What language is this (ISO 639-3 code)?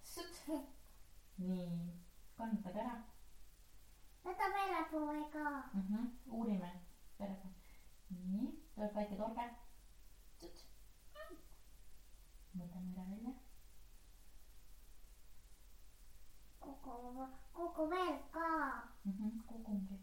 est